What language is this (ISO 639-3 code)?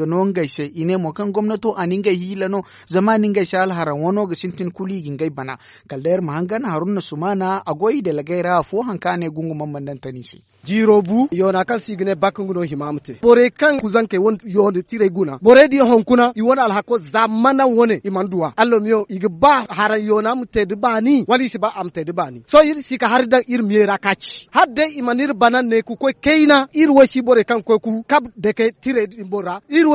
dje